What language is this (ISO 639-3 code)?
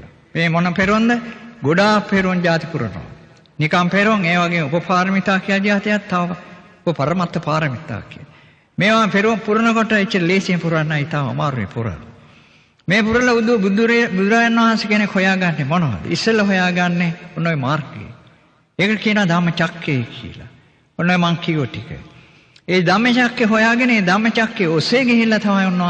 sin